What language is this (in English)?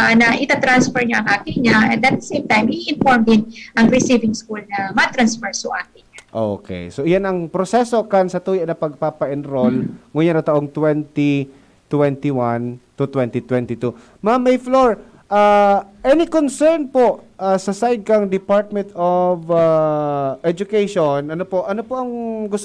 Bikol